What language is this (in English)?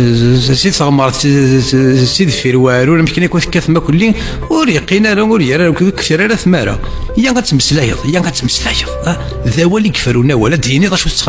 Kabyle